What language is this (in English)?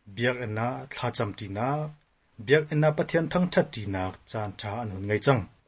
Hakha Chin